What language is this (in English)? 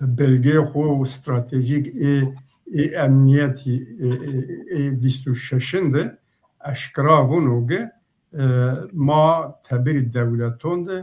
Zaza